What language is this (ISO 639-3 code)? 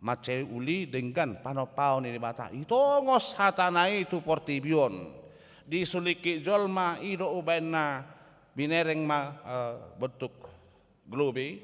bbc